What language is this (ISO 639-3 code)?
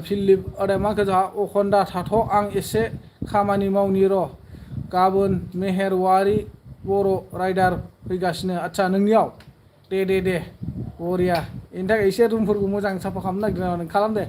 brx